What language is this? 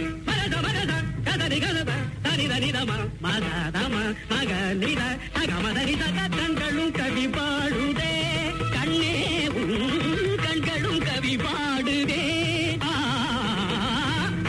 Tamil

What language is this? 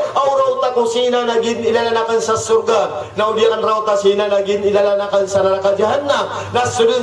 Maranao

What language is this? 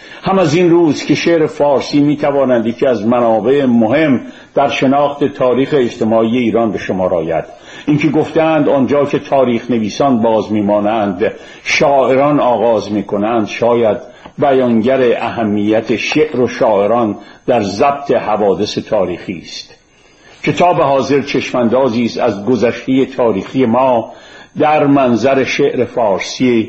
Persian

